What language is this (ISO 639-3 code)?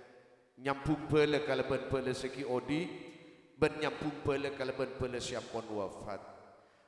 mad